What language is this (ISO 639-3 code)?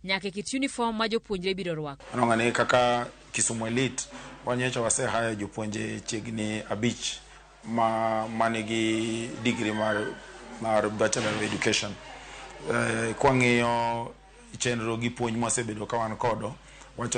luo